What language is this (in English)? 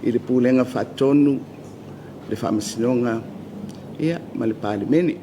Samoan